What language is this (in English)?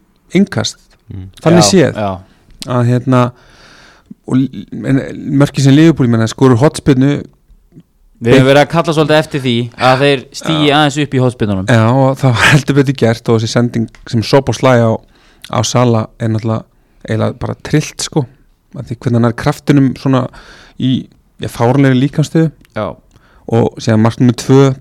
Icelandic